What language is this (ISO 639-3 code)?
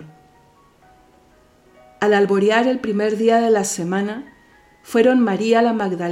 spa